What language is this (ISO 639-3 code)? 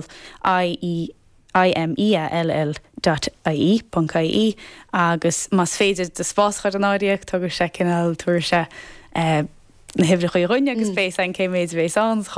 gle